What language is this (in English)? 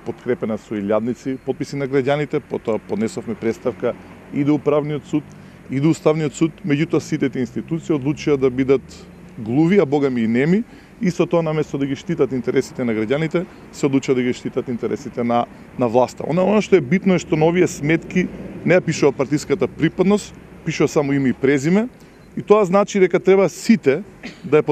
Macedonian